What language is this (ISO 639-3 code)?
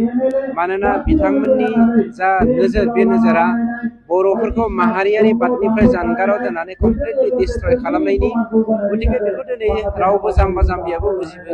brx